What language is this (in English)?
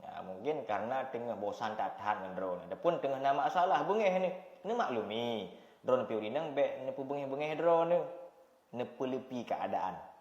Achinese